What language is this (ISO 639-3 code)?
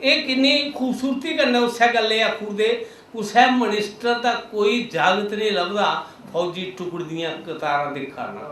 doi